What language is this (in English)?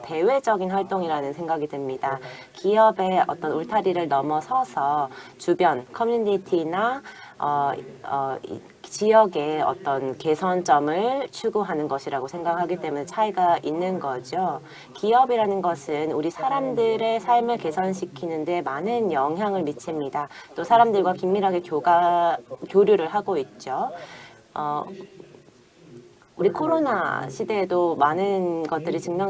Korean